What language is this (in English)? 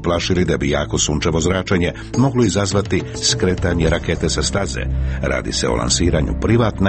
Croatian